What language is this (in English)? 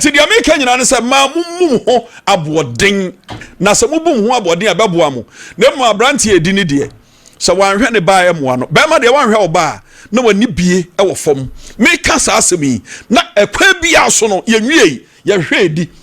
Akan